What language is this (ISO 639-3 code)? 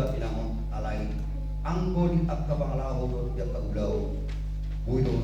bbc